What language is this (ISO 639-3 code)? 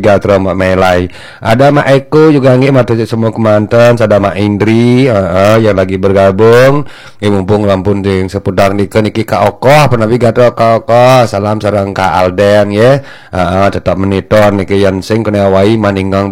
ban